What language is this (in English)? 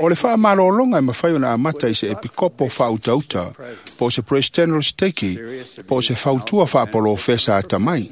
Samoan